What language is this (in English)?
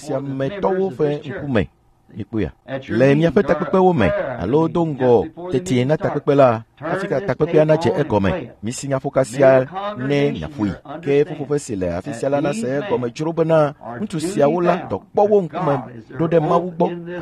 Ewe